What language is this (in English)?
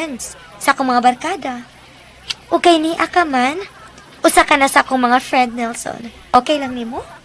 Cebuano